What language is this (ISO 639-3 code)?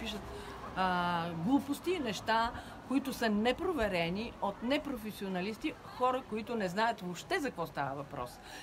bul